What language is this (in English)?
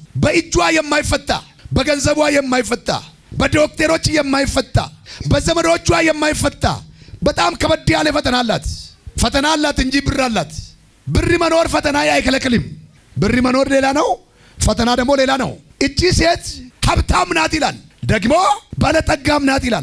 Amharic